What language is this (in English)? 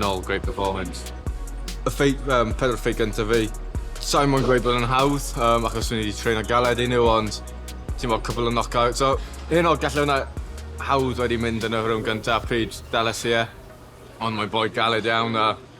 Welsh